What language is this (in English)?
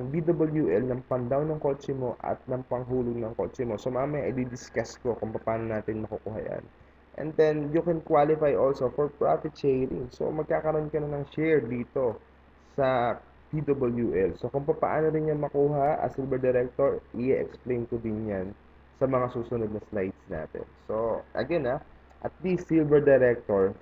Filipino